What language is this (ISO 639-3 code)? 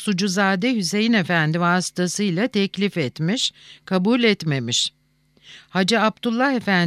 tur